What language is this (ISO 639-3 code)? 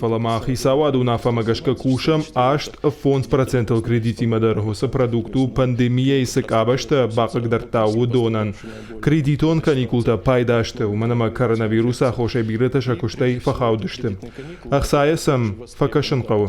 oss